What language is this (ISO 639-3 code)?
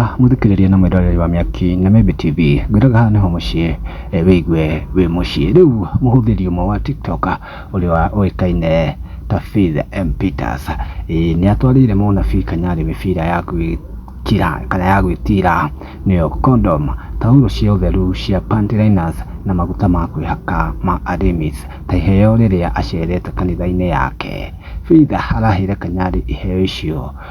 kik